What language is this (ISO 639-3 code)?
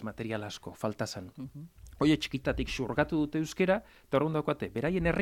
eus